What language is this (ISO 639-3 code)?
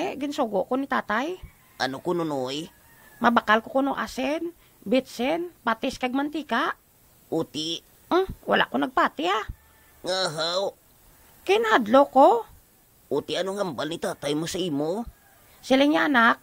hil